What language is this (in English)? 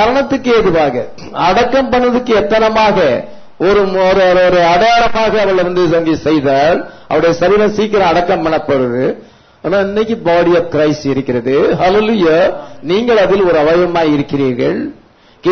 Tamil